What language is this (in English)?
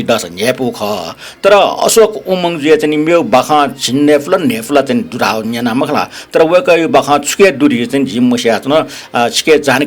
Newari